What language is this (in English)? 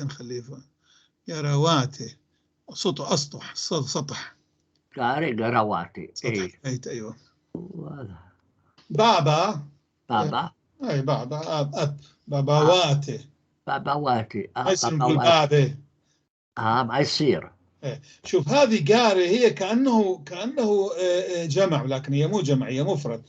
North Levantine Arabic